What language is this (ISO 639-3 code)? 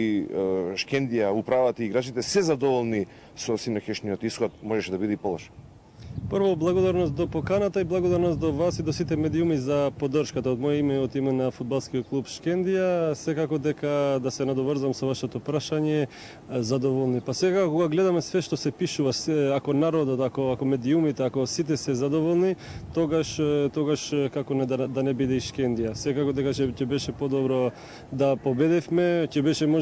mkd